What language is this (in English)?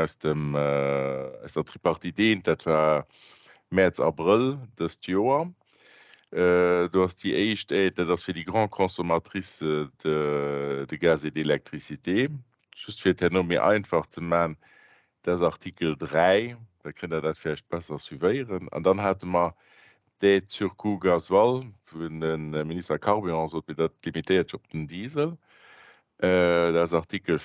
Luxembourgish